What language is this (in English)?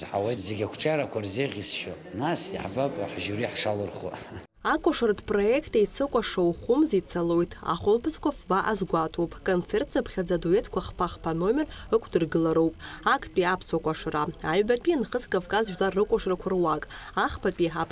Abkhazian